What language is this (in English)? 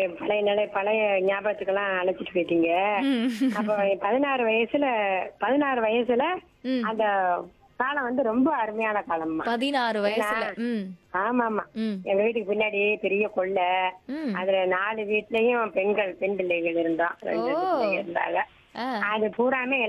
Tamil